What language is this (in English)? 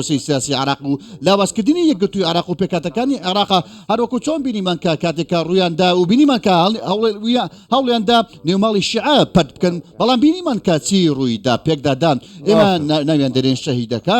Central Kurdish